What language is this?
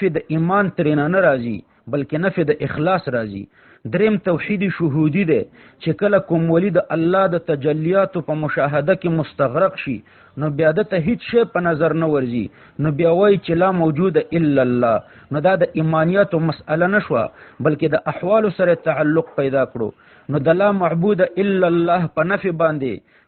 Pashto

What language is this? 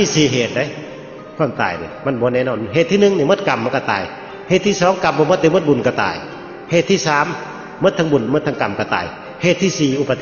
Lao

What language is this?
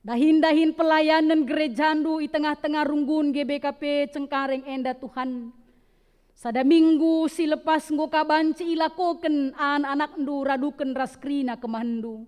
Batak Karo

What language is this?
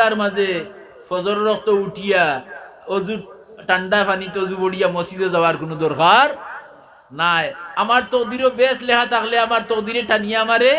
Sylheti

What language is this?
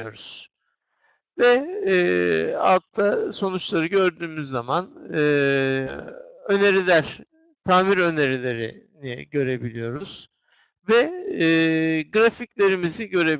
Turkish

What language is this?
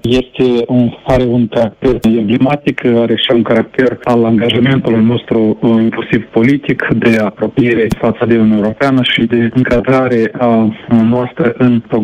Romanian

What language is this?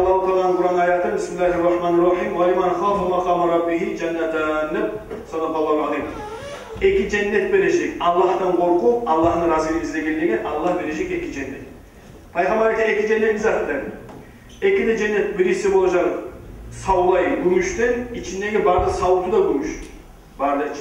Kumyk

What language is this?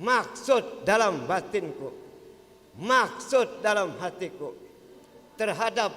Banjar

